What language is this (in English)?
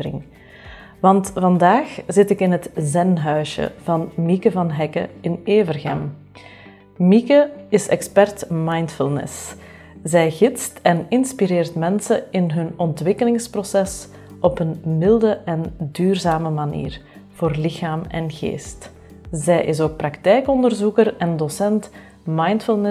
Dutch